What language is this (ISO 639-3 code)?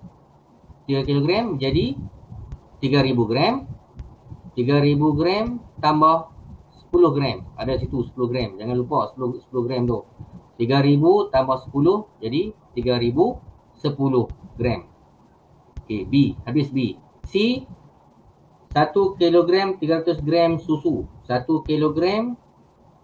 msa